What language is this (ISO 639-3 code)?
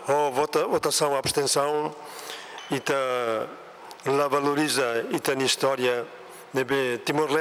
tet